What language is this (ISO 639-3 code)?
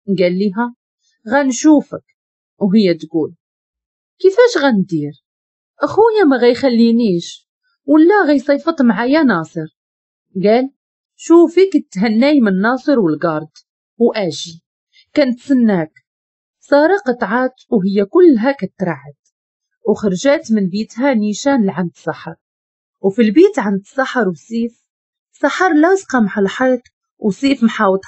ary